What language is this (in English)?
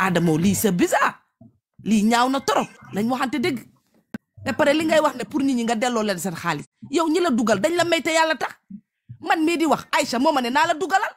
Wolof